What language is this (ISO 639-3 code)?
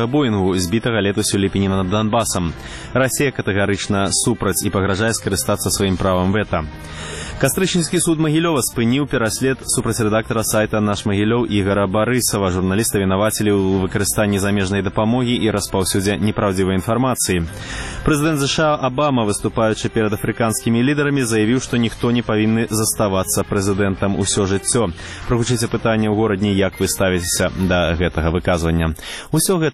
bel